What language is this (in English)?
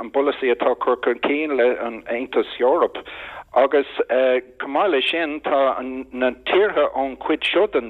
Irish